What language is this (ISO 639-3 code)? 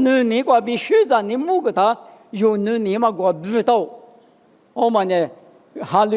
lis